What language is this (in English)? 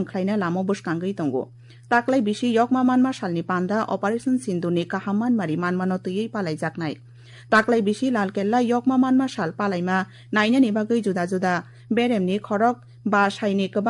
Kok Borok